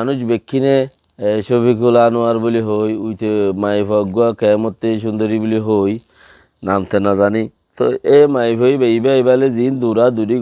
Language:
Rohingya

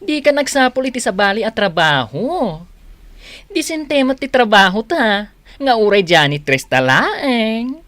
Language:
Iloko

